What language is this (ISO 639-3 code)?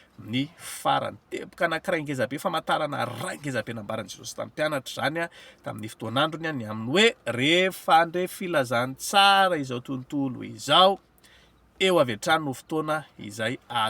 mlg